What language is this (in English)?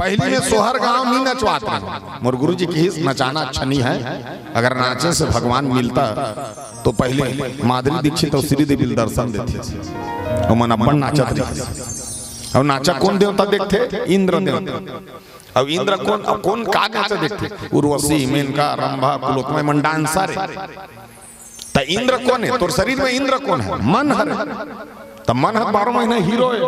Chhattisgarhi